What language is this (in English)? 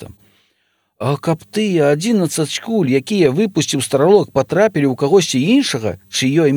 Belarusian